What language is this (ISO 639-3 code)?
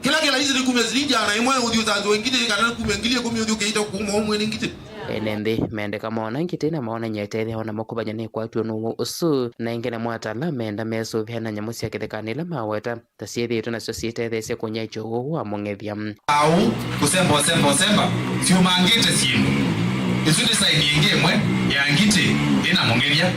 kam